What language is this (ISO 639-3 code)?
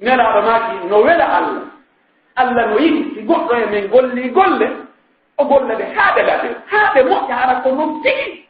fuf